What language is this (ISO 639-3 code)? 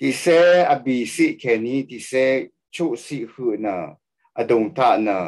raw